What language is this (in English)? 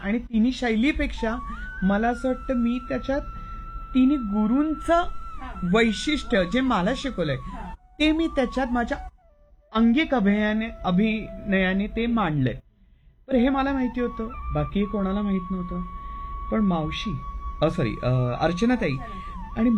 Marathi